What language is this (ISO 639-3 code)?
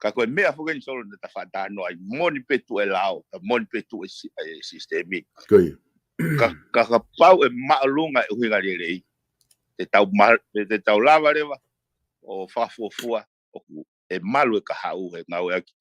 ton